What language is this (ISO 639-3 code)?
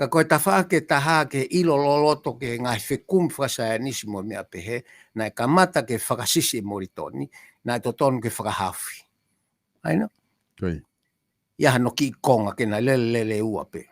ton